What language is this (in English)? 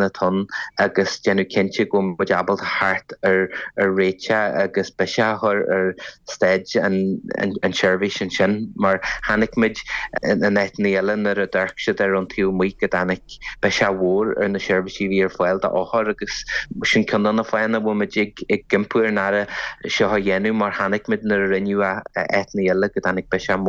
Irish